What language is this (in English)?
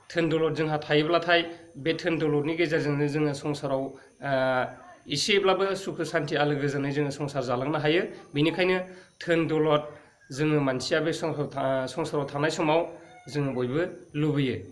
Bodo